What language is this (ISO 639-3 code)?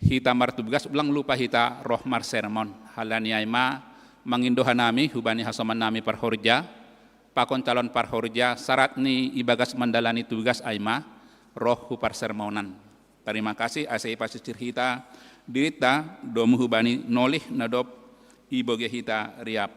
bts